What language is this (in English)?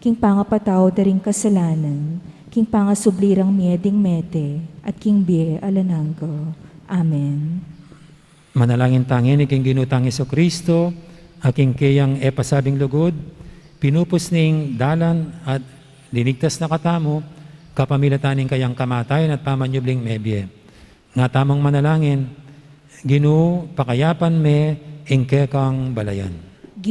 Pampanga